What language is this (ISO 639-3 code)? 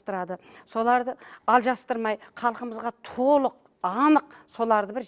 kaa